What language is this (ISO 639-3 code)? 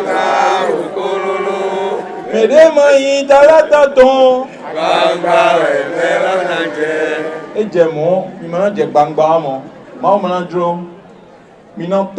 fon